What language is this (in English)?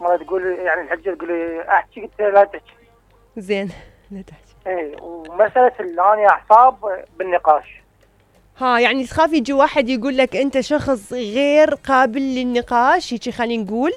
Mesopotamian Arabic